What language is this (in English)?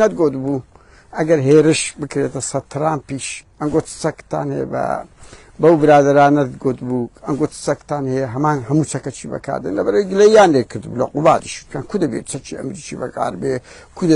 Central Kurdish